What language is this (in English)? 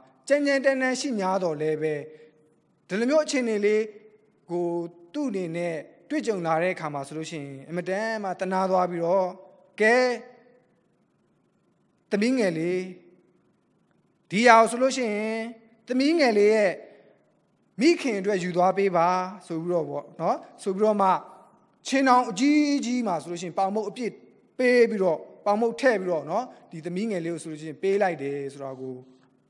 Burmese